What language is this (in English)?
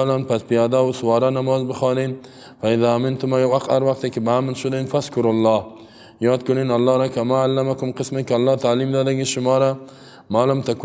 Persian